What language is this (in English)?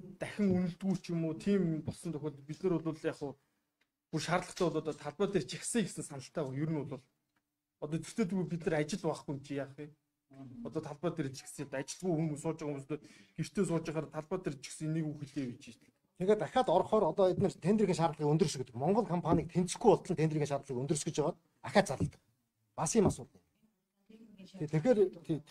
Mongolian